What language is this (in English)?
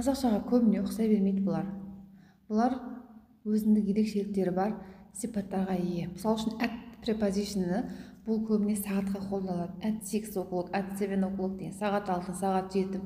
Kazakh